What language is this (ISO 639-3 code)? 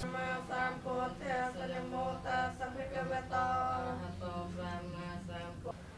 khm